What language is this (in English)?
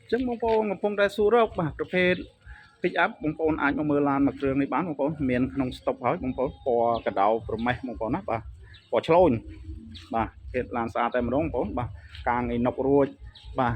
Khmer